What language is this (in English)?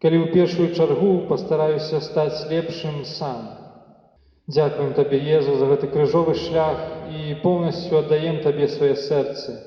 Belarusian